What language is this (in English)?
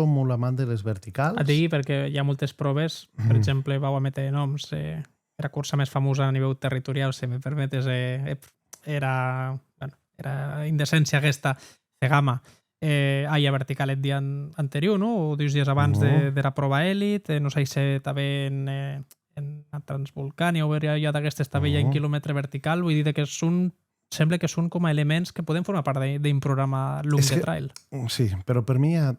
Occitan